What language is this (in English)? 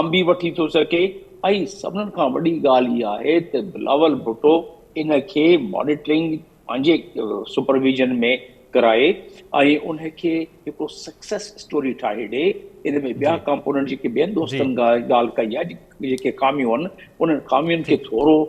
Sindhi